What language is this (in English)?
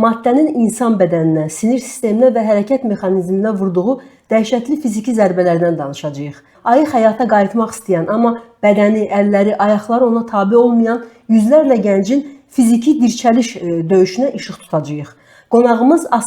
Azerbaijani